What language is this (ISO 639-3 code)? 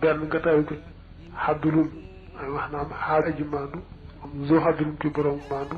wol